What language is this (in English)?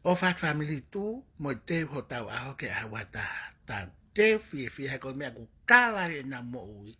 Tongan